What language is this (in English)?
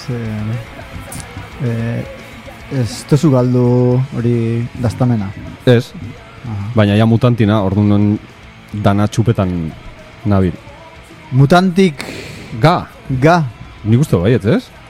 Basque